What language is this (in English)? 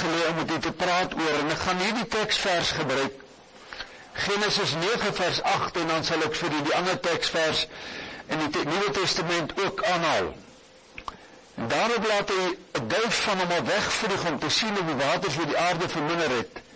Afrikaans